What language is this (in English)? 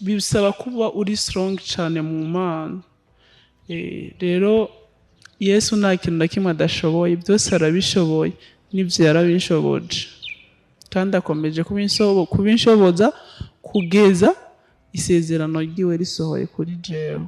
Rundi